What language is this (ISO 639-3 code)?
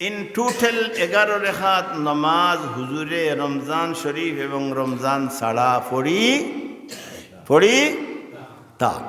syl